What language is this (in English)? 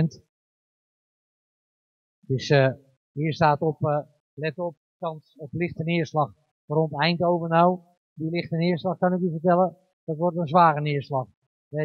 Dutch